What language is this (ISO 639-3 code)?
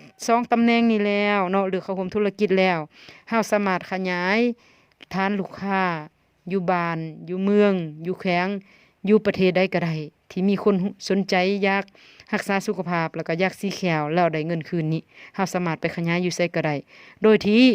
lao